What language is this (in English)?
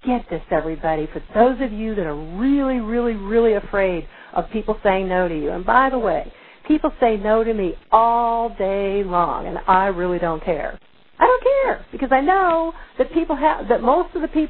English